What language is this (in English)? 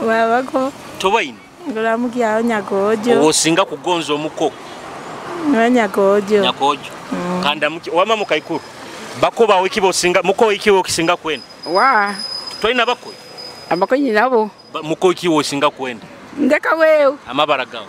Nyoro